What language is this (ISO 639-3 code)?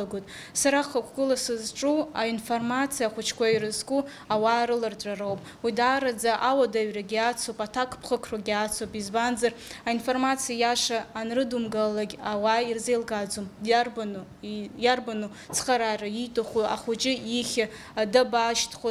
abk